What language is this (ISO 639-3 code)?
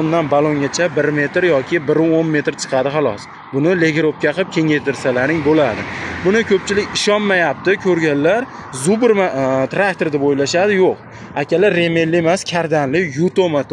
uzb